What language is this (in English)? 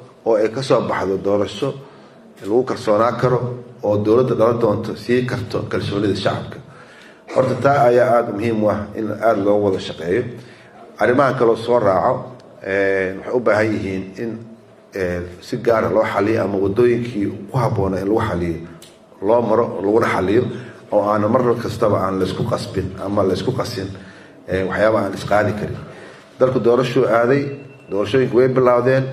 Somali